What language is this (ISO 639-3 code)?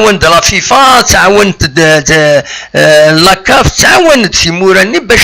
kab